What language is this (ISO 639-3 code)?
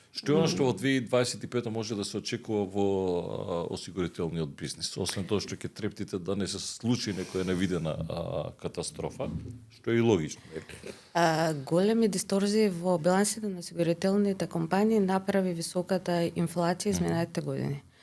mkd